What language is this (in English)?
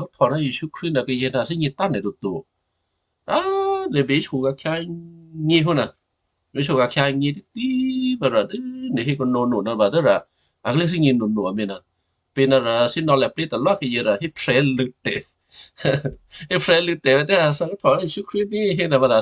Western Kayah